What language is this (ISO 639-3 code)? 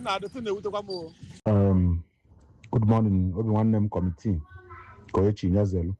ibo